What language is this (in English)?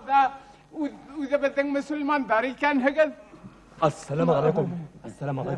Bashkir